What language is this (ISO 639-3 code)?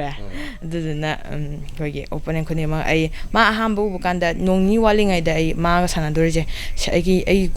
mni